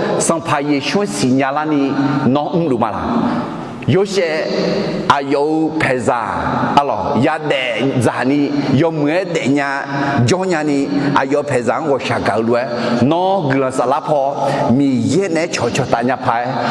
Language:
Akha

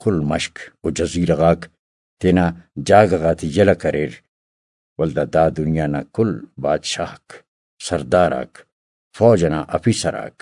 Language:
Brahui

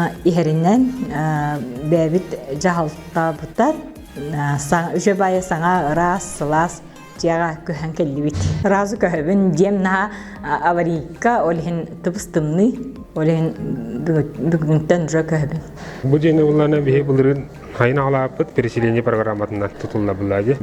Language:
Yakut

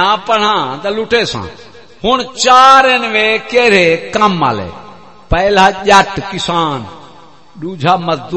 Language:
Saraiki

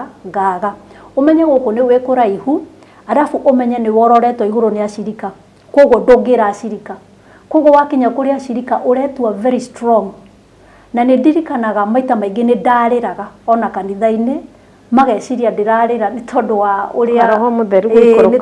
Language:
Kikuyu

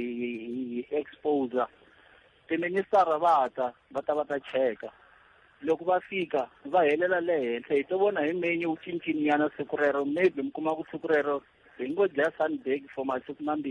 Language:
Tsonga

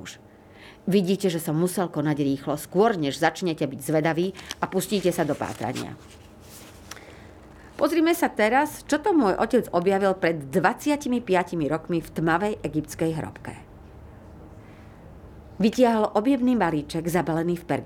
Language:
Slovak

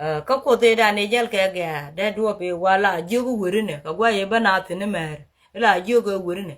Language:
Nuer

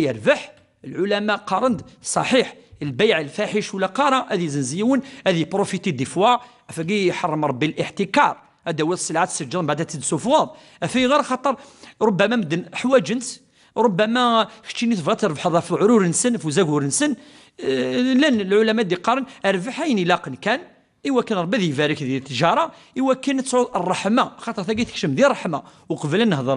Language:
Kabyle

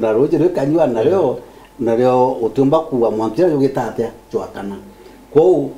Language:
Meru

